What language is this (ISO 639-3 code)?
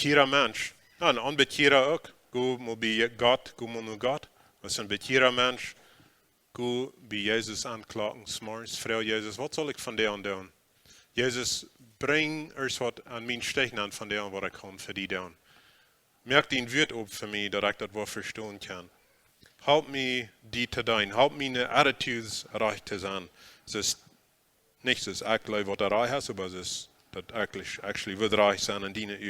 pdt